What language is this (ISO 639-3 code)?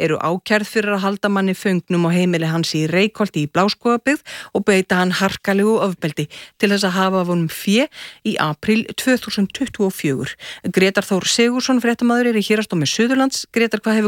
isl